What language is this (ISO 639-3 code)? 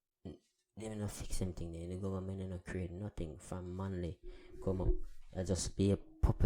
jam